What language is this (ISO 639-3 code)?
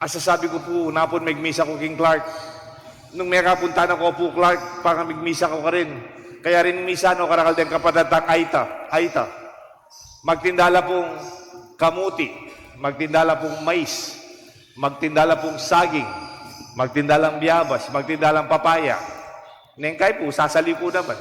pam